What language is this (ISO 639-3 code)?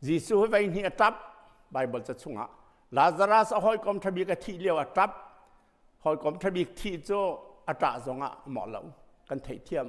cnh